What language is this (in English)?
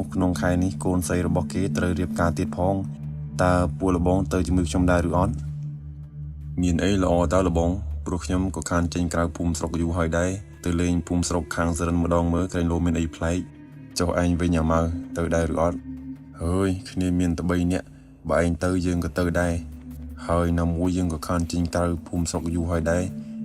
Khmer